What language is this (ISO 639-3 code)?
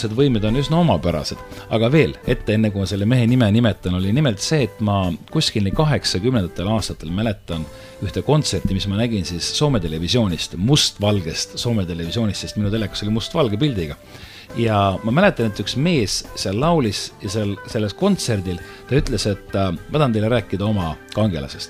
est